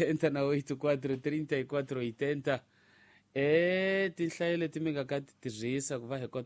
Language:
Tsonga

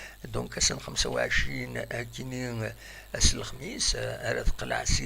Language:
Kabyle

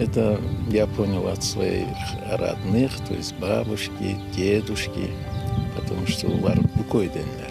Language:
Crimean Tatar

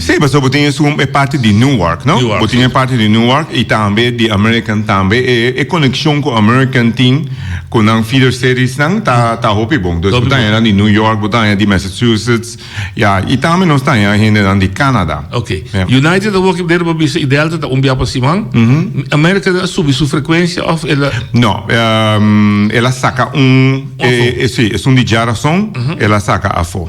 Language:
Papiamento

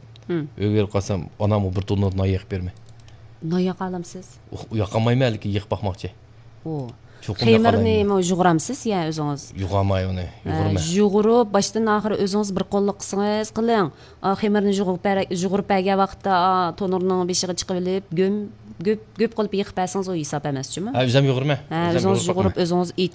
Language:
Uyghur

